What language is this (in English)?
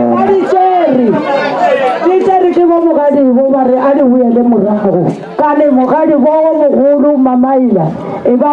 Northern Sotho